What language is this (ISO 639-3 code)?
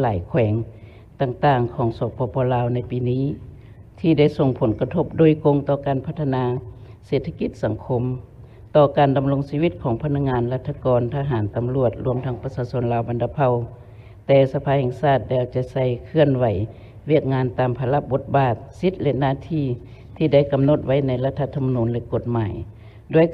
lao